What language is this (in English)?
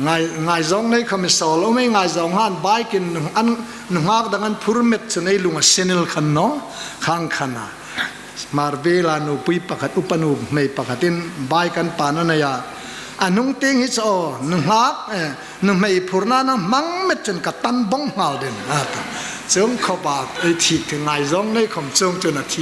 Hmar